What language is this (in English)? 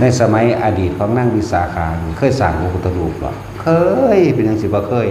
Northeastern Thai